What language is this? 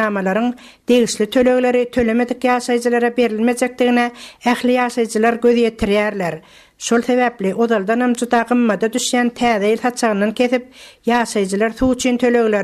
Turkmen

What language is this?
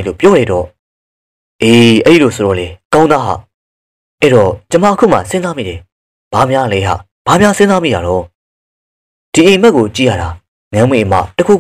Burmese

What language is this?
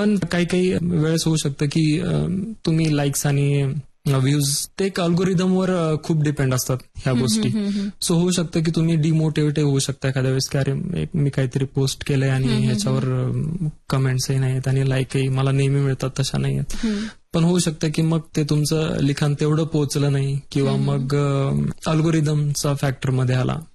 Marathi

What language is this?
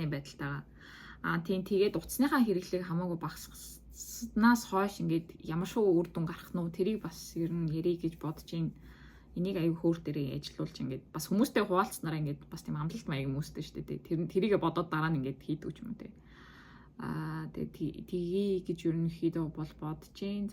Mongolian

